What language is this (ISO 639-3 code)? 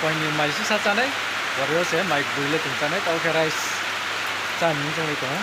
ria